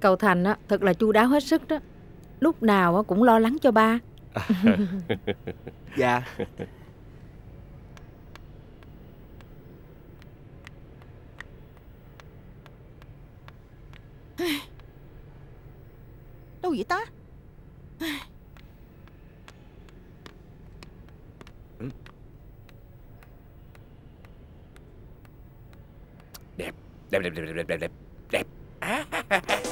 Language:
Vietnamese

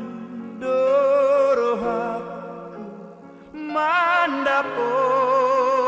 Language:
Batak Toba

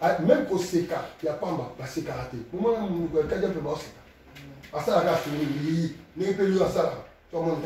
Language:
Lingala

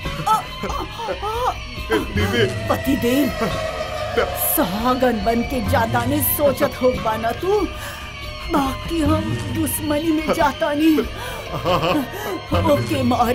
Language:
Bhojpuri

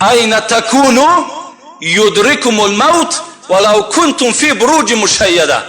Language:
Tajik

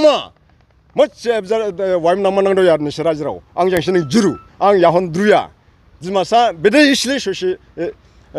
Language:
Dimasa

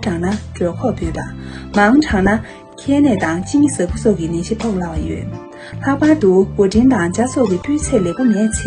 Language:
Tibetan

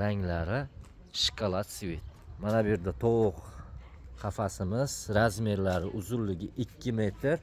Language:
Uzbek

